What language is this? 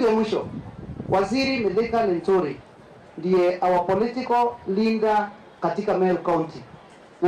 Meru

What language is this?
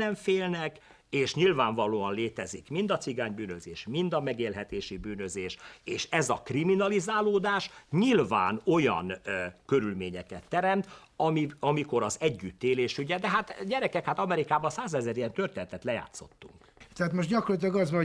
Hungarian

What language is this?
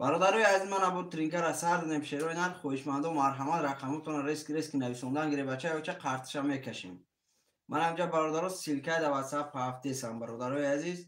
Tajik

